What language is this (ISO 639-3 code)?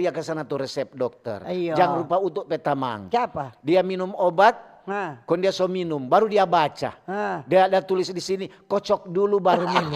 xmm